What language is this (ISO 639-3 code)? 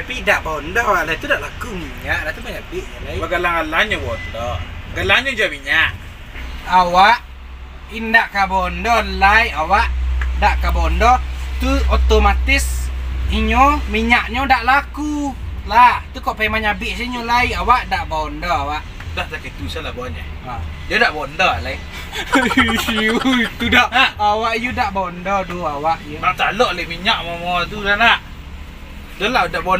min